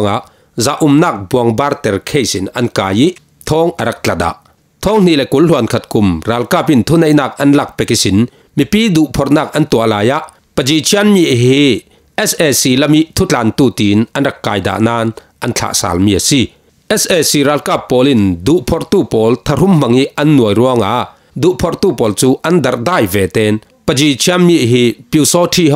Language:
Falam Chin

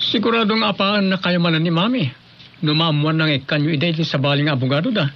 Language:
Iloko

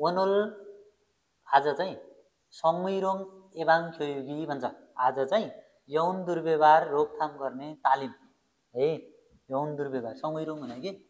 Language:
Nepali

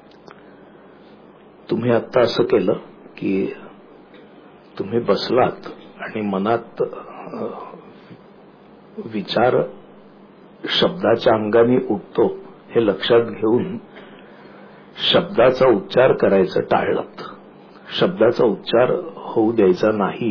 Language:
Marathi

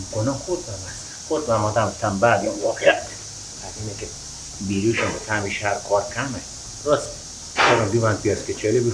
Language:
Persian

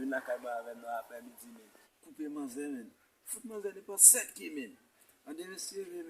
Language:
Haitian Creole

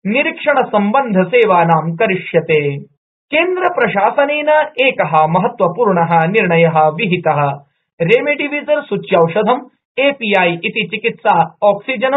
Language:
Sanskrit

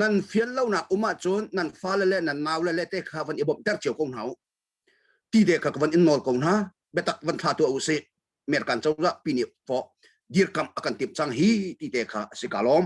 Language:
Hakha Chin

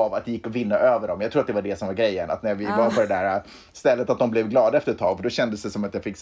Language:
Swedish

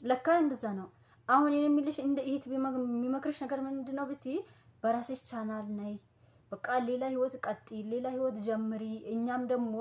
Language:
Amharic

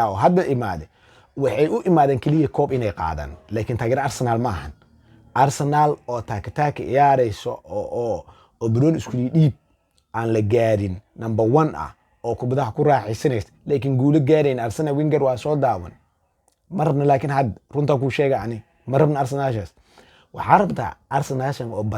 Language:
Somali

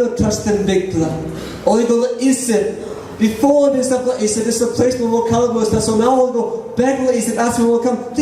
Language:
Tok Pisin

